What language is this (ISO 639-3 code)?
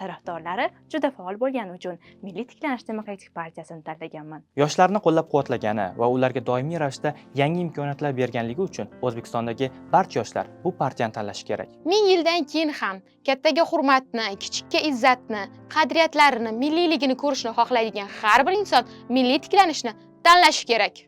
uzb